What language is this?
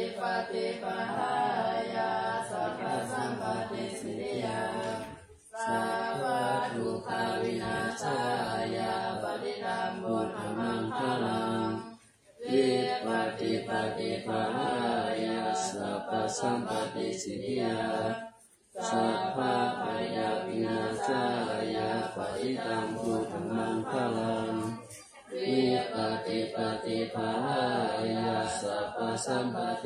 Pali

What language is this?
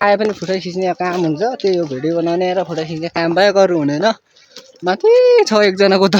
Nepali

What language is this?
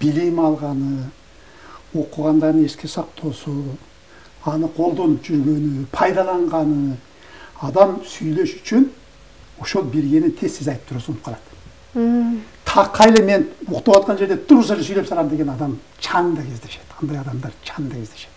Kyrgyz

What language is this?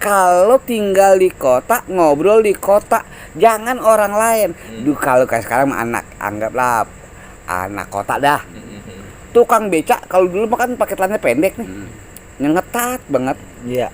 Betawi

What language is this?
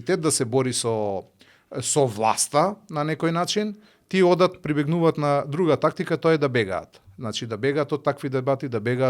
Macedonian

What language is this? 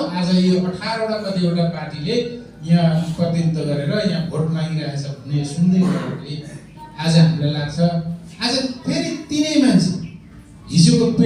Nepali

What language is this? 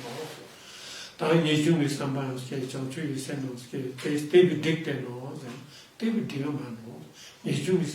Ladakhi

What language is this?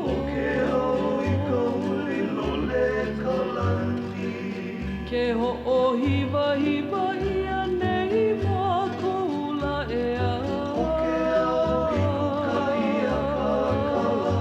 Hawaiian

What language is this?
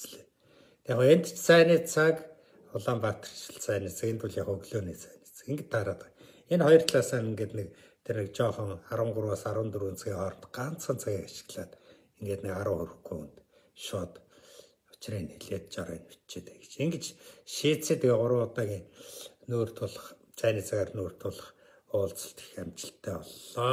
Mongolian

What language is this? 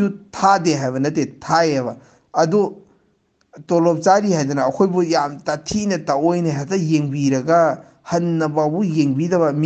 Manipuri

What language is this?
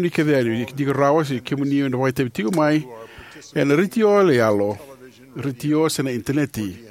Fijian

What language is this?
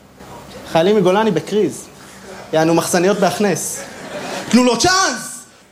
Hebrew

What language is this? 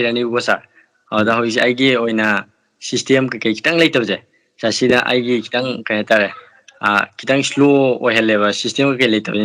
Manipuri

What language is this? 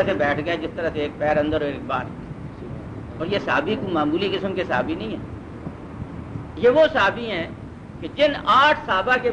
Urdu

